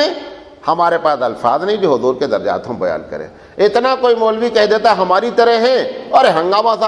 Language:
Urdu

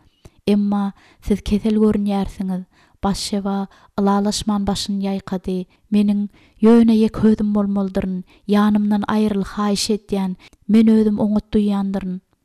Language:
Turkmen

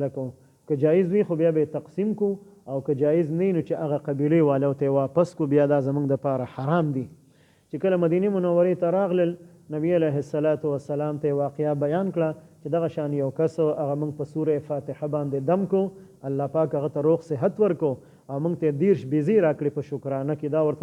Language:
Pashto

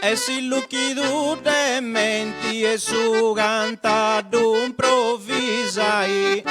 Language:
Sardinian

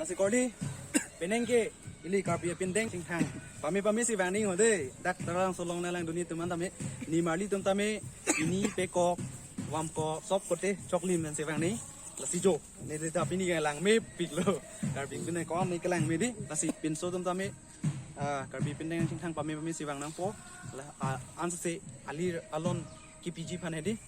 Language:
Karbi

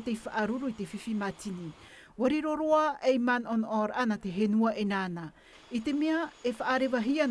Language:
Tahitian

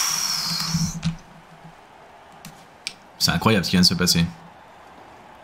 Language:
French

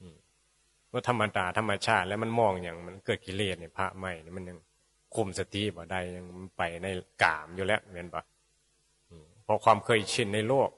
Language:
Northeastern Thai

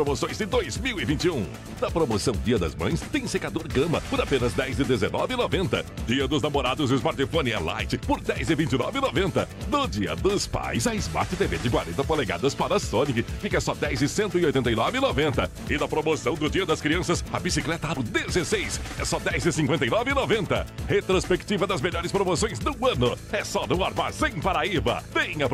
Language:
Portuguese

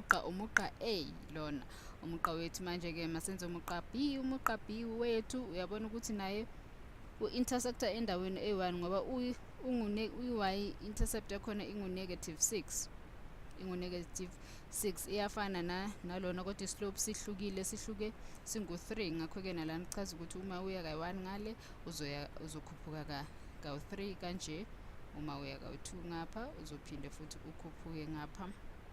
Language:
Zulu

